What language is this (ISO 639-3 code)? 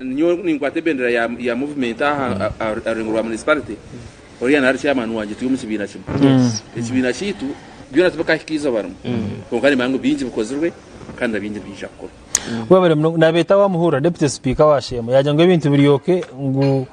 nyn